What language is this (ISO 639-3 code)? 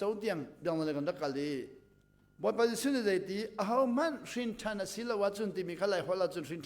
cnh